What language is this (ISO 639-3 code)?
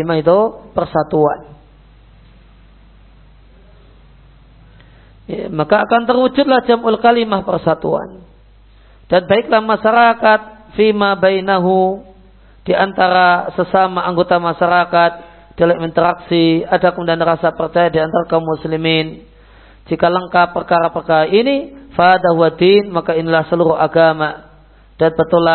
ind